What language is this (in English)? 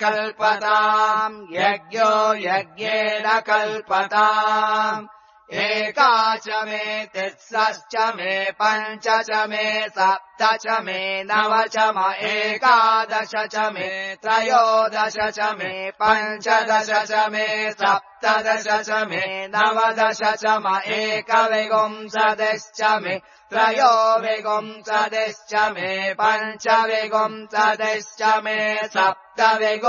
Sanskrit